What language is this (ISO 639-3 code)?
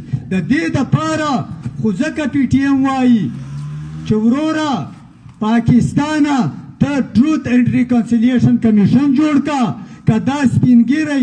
pus